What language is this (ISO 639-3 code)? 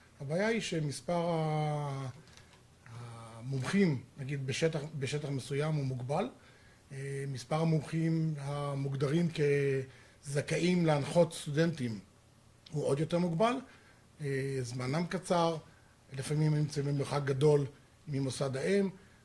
heb